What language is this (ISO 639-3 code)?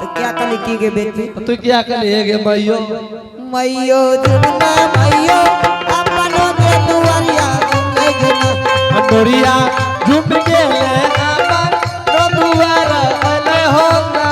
anp